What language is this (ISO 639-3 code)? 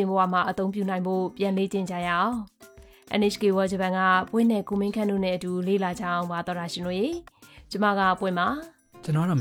mya